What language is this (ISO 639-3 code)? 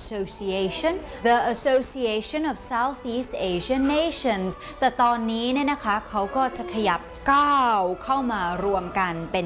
tha